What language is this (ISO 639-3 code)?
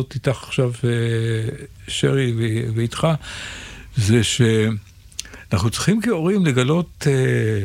heb